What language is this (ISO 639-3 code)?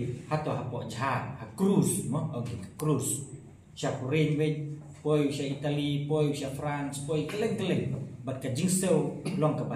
kha